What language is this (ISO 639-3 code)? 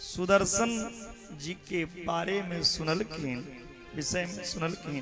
mai